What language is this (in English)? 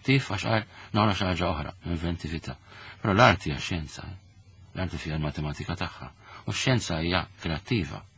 Maltese